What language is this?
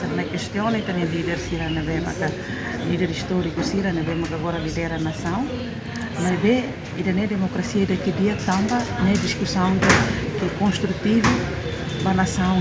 Tetum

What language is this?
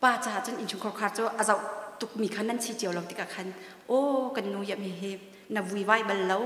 Hakha Chin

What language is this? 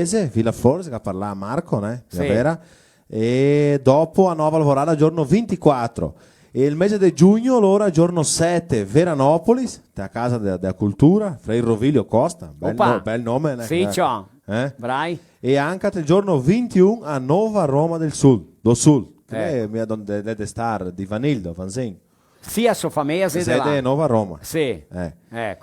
Venetian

